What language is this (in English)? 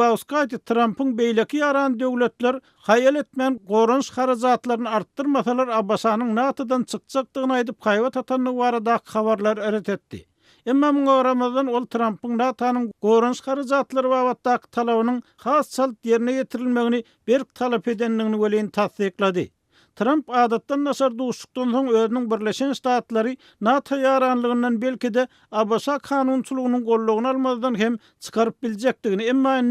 Turkmen